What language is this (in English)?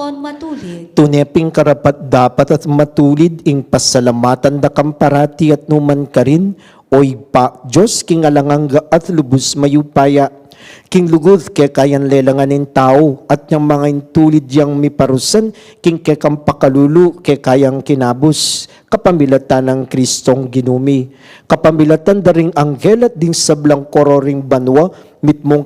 Pampanga